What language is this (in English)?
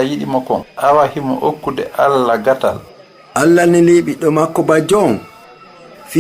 Fula